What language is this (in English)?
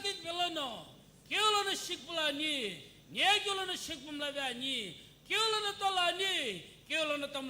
Sumi Naga